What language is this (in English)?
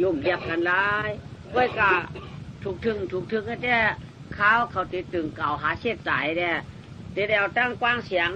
Shan